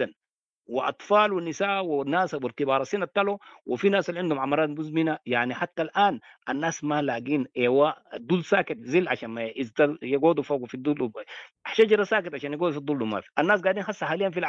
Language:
Sudanese Arabic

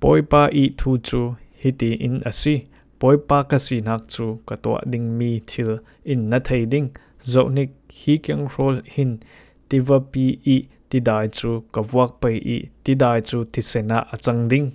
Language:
Falam Chin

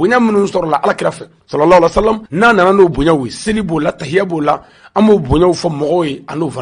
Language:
Bambara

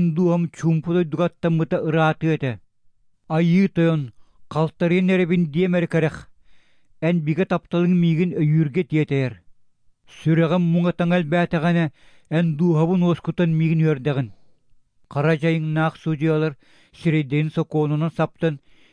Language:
Yakut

